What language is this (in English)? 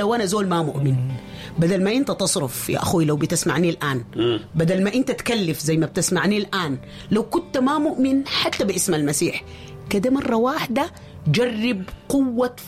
Sudanese Arabic